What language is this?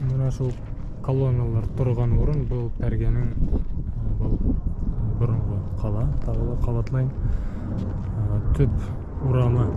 Bashkir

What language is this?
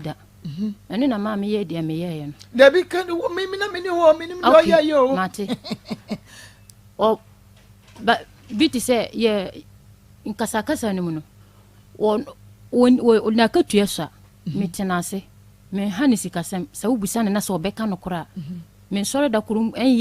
Akan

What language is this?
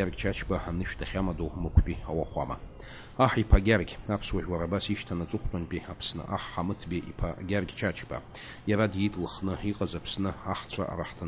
Abkhazian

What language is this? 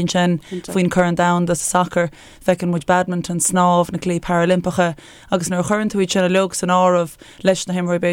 Irish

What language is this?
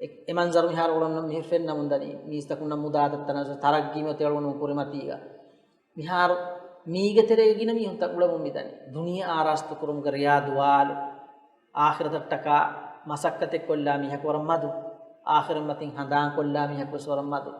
Divehi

